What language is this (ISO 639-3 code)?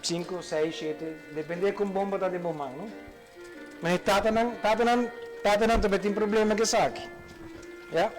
pap